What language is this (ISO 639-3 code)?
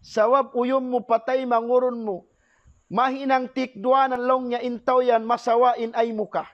tsg